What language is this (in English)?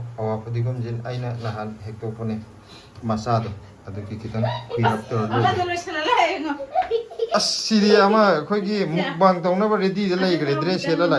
Manipuri